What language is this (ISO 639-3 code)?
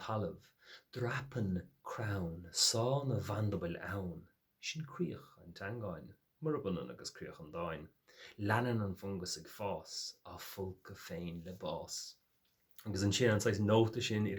gle